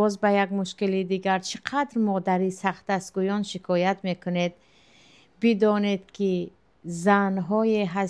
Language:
Tajik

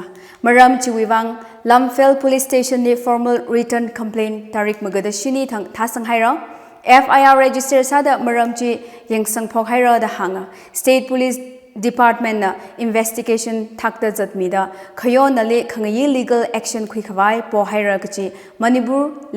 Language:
Tangkhul Naga (India)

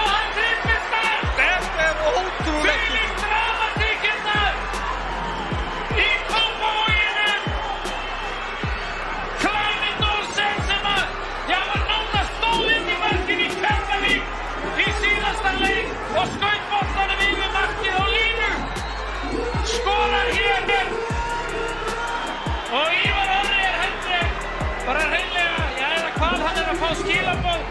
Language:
Icelandic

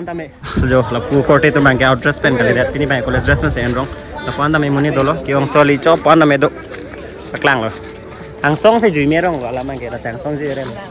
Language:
Karbi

